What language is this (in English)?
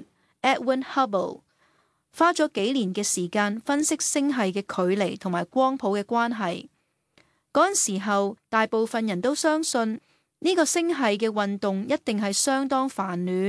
Cantonese